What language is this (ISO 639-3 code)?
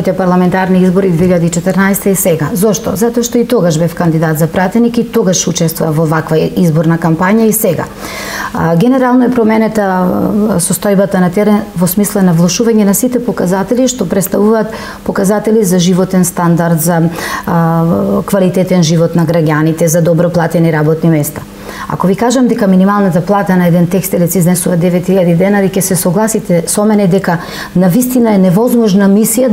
mkd